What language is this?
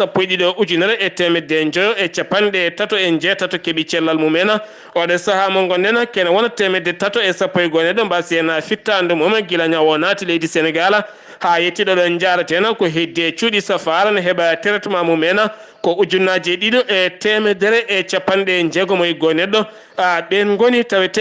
Fula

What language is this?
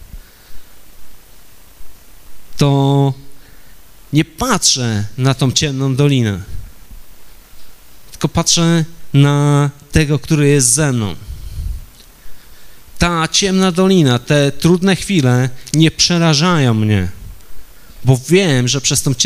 Polish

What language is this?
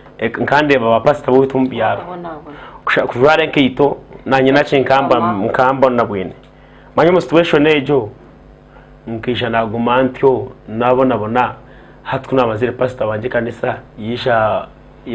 Nyankole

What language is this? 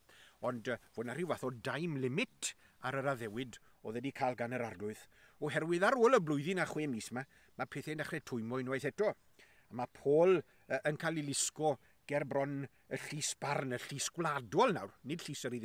Welsh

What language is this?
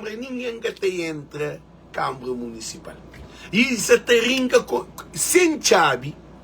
Kabuverdianu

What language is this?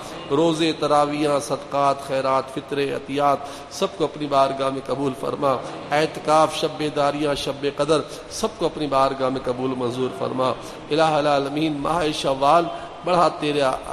Urdu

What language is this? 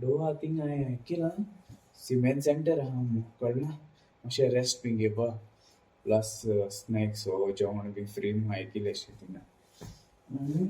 Konkani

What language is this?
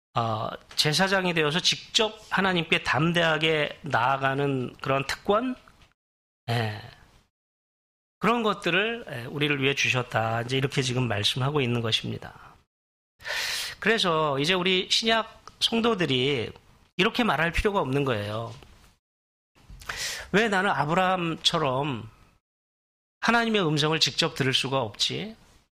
Korean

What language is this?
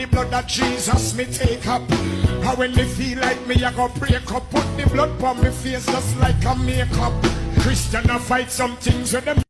Jamaican Creole English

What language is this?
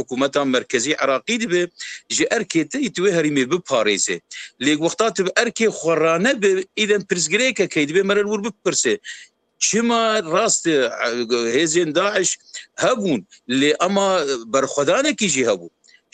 Kurdish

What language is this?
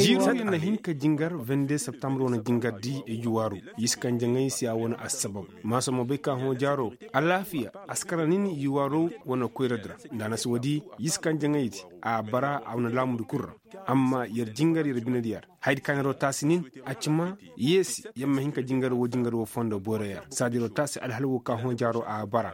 Koyraboro Senni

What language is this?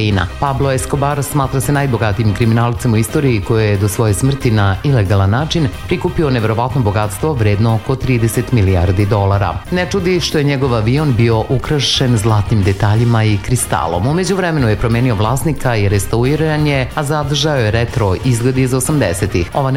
Serbian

